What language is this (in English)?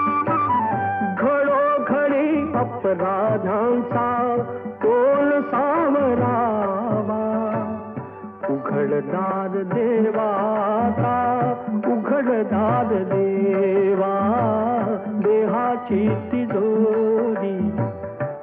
Marathi